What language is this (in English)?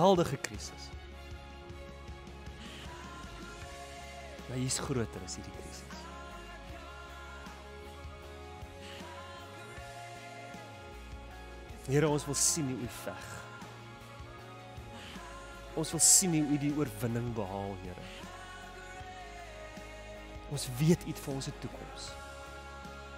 Afrikaans